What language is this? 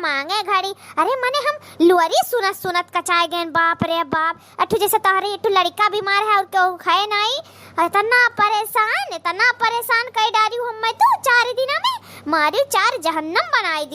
Awadhi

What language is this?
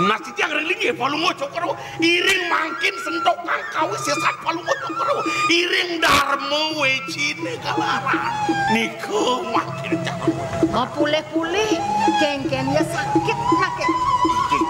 Balinese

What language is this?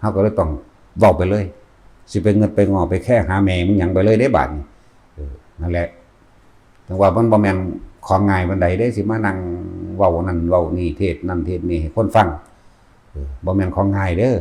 Lao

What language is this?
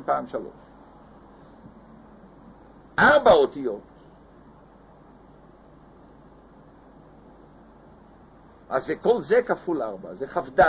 Hebrew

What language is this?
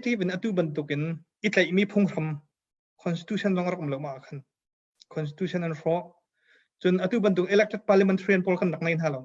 Hakha Chin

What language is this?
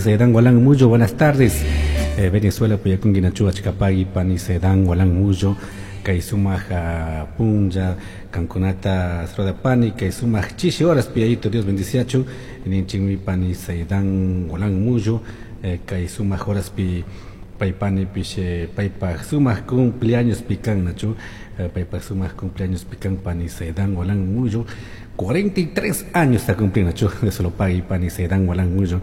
Chimborazo Highland Quichua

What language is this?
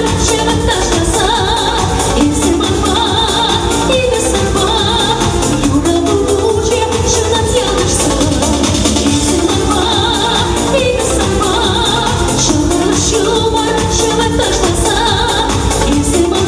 Chuvash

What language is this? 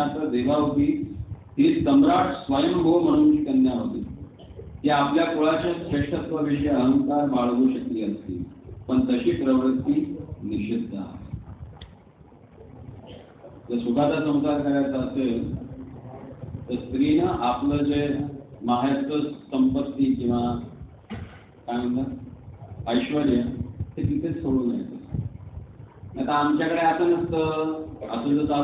Marathi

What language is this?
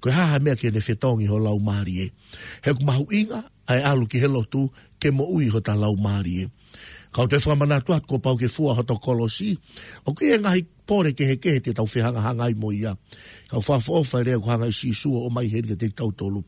Tongan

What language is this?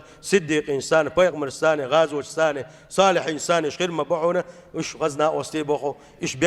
Chechen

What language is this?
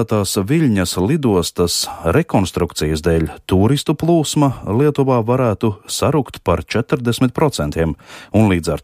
Latvian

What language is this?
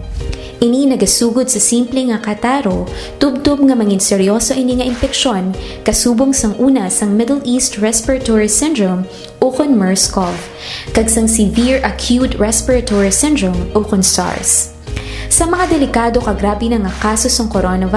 Hiligaynon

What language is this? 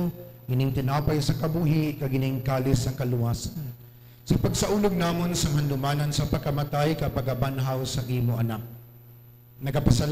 Hiligaynon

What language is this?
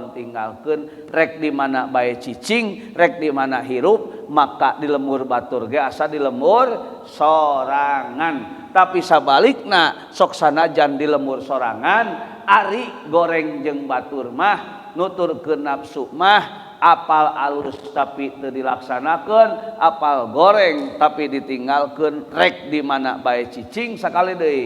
Sundanese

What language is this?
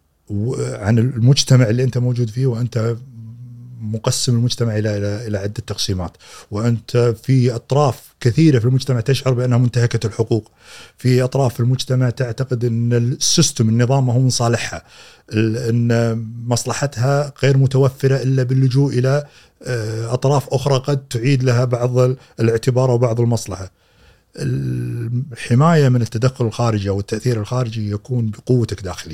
Gulf Arabic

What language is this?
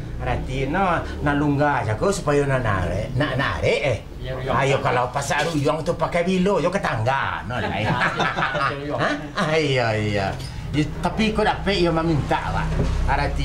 Minangkabau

